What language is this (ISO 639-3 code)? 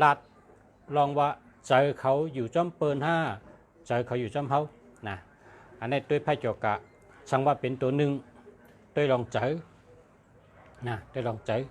shn